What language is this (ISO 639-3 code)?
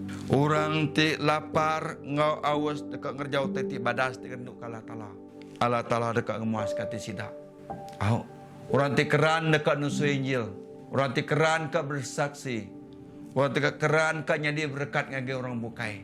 iba